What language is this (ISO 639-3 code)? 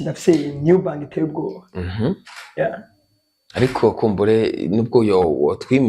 run